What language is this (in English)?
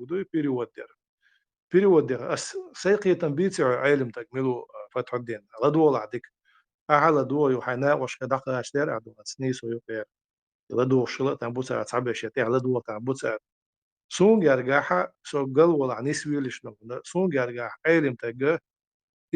Chechen